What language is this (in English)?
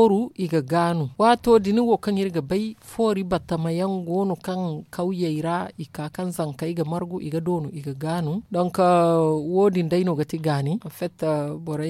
Zarma